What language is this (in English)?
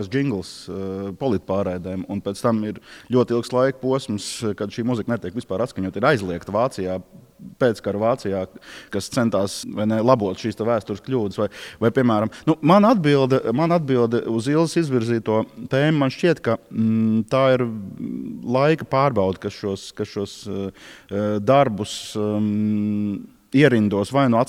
Latvian